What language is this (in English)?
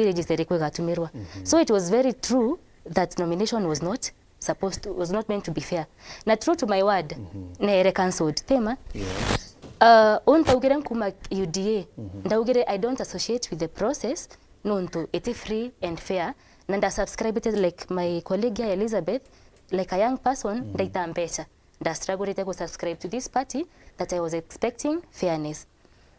Meru